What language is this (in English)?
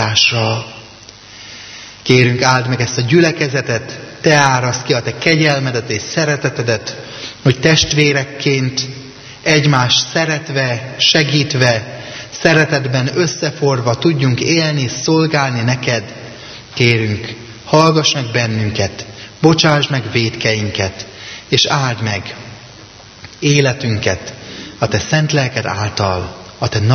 Hungarian